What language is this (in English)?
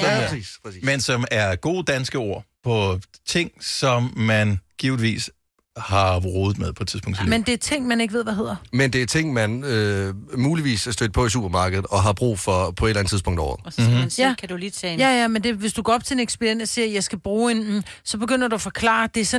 Danish